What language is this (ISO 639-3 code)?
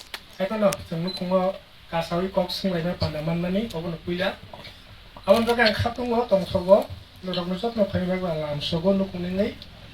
trp